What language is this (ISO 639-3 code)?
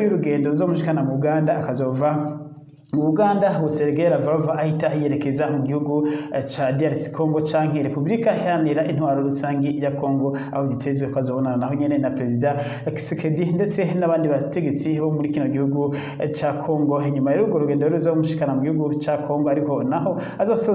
run